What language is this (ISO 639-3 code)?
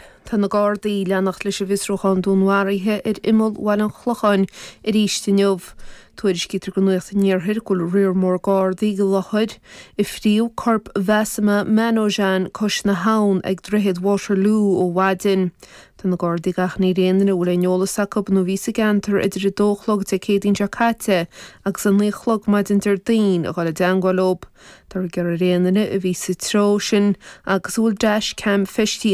gle